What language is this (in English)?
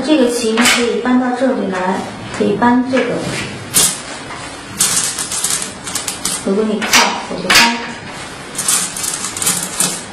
Chinese